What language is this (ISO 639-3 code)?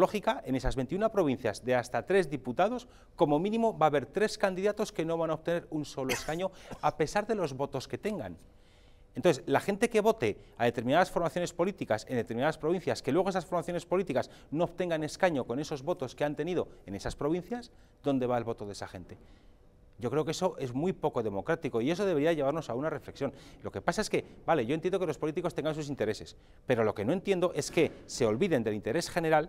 spa